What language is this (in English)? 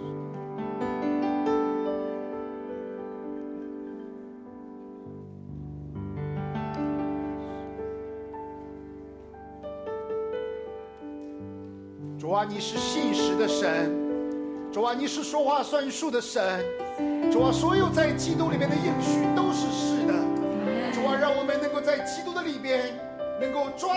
Chinese